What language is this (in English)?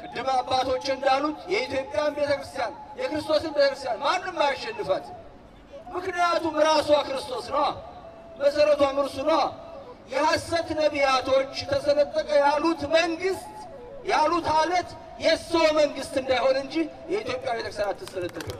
Amharic